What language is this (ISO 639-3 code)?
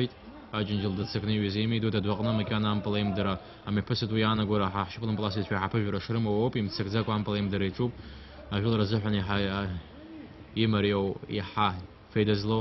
abk